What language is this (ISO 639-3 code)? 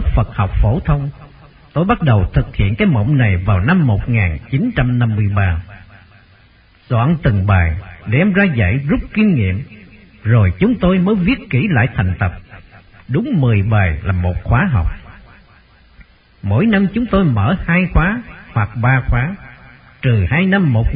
vie